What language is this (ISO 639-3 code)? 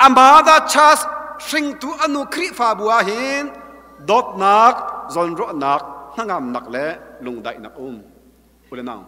cnh